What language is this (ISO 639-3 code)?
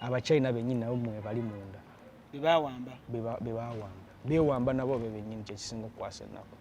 lug